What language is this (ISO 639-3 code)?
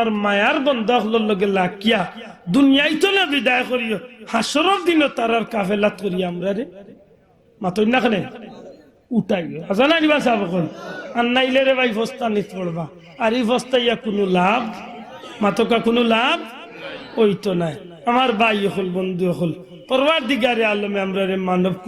syl